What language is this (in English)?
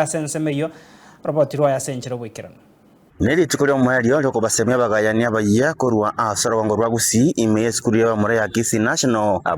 Gusii